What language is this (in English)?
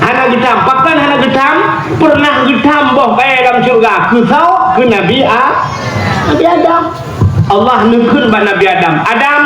Achinese